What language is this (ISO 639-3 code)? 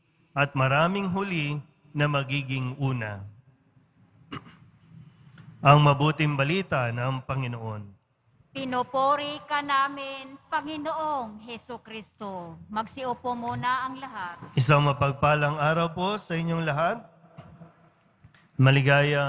fil